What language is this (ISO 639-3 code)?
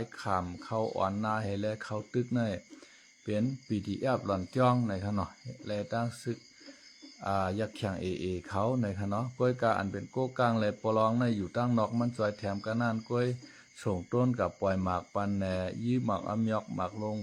shn